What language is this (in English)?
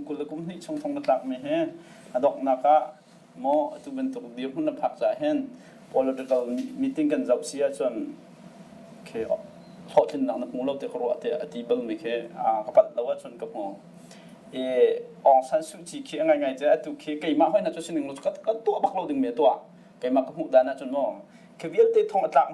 Hakha Chin